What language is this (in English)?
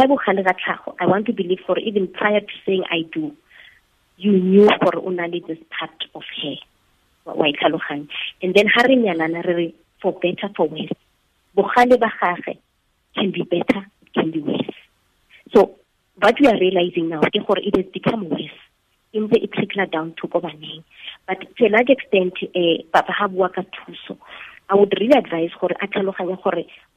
Tswana